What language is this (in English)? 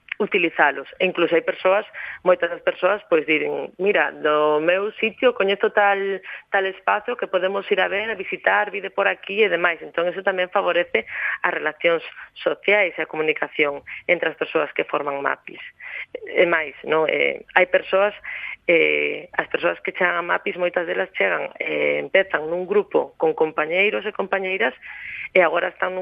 Galician